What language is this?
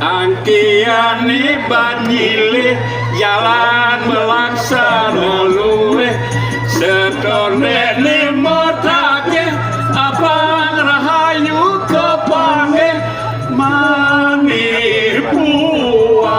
Balinese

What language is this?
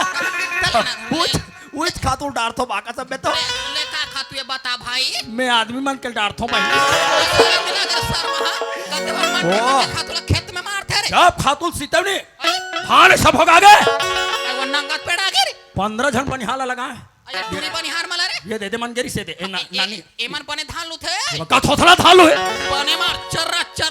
Chhattisgarhi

